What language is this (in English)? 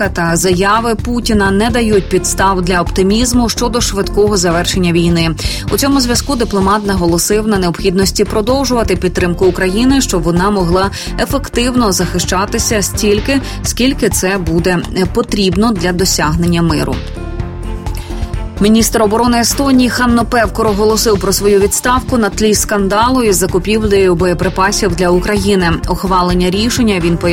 Ukrainian